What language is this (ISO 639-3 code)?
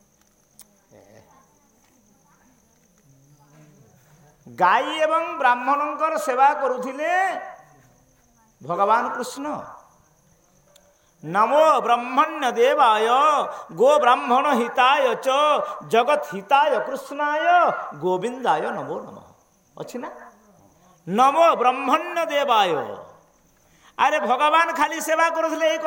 ori